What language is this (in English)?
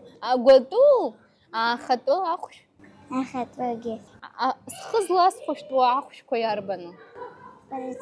Abkhazian